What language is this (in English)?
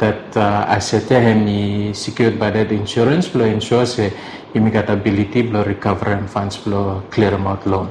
Bislama